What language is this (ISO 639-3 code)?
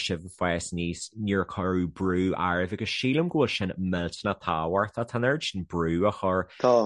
gle